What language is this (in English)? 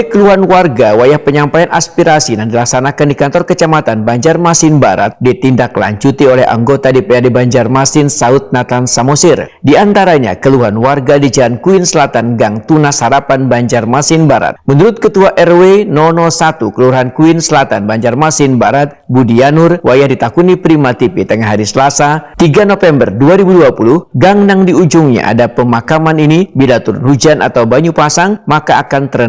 Banjar